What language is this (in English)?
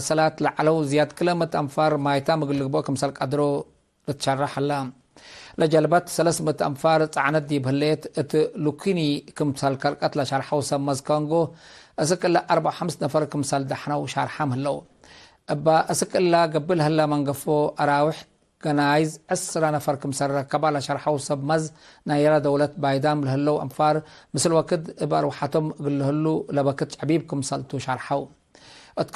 Tigre